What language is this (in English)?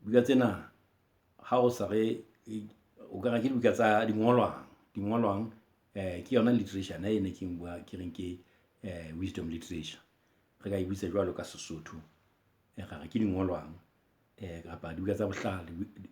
Southern Sotho